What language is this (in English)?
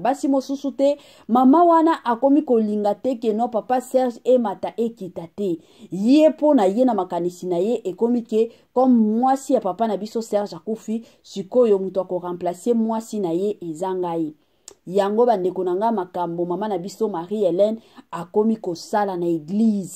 Lingala